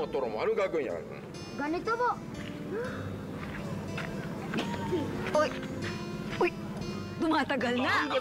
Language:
Filipino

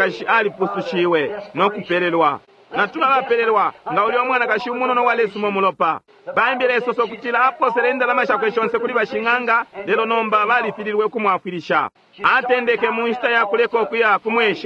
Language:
Bemba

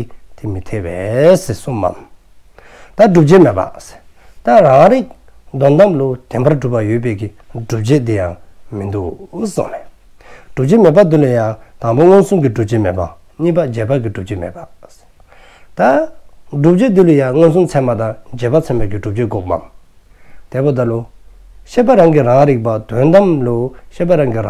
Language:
Dzongkha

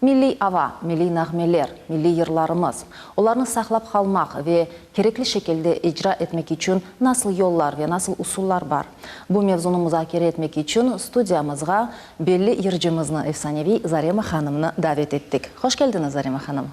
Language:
Crimean Tatar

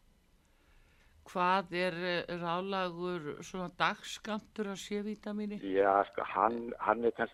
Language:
Icelandic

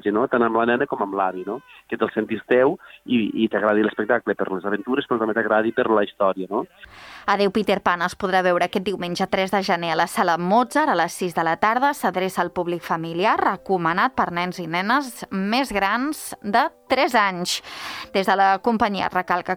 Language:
Catalan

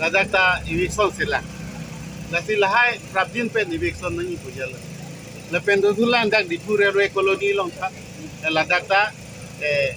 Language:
Karbi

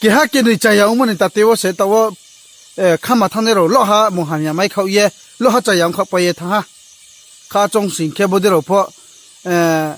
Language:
Riang (India)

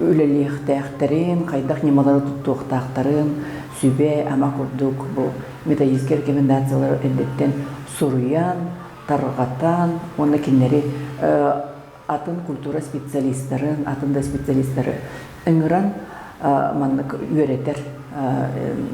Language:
Yakut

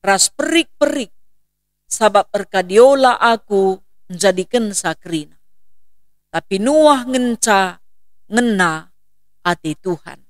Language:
Batak Karo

